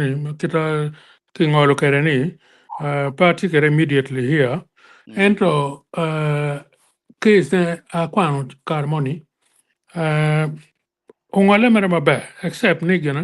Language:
Acoli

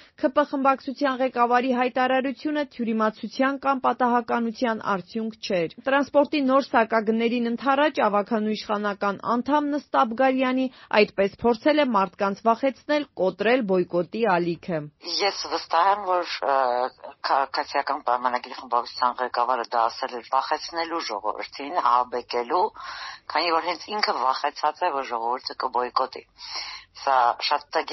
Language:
Armenian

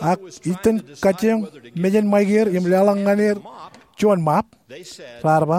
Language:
Marshallese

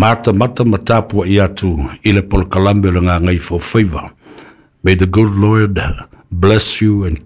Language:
Samoan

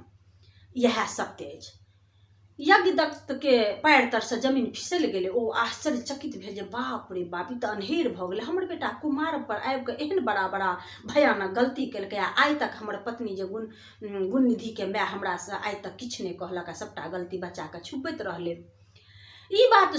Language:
Maithili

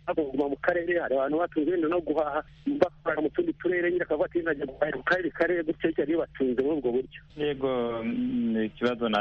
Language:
Kinyarwanda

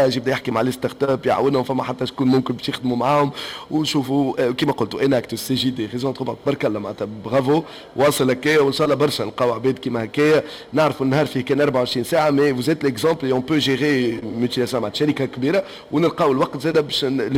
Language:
Tunisian Arabic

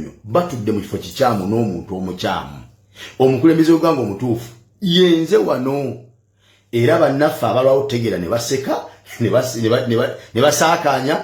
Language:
Ganda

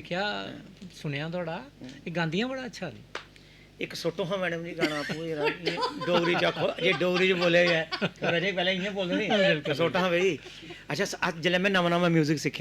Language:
Dogri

